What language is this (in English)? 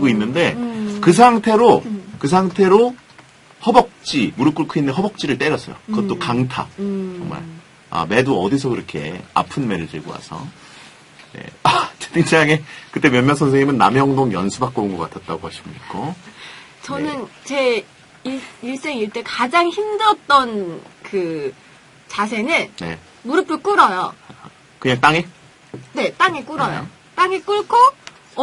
Korean